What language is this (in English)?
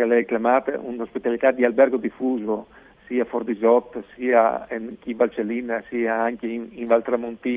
Friulian